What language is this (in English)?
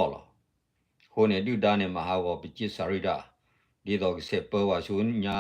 S'gaw Karen